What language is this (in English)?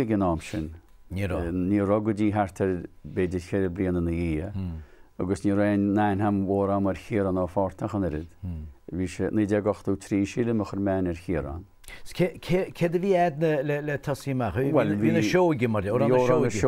Irish